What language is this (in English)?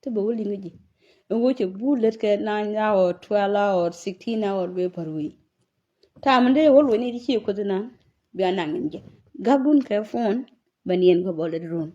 Nuer